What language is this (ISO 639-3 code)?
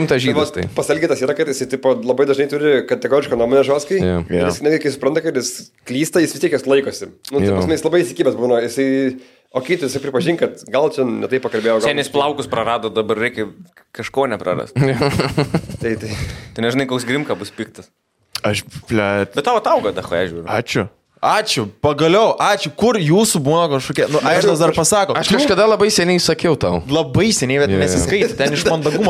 lit